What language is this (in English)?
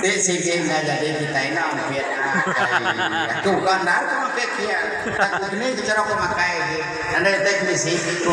Iban